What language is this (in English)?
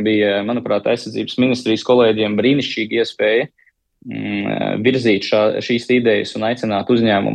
Latvian